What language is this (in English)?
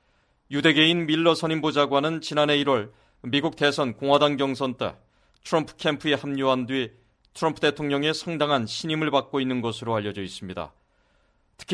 Korean